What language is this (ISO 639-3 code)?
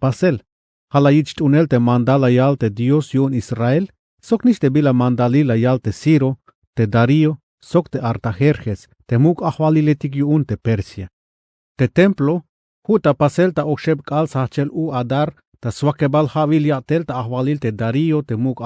tzh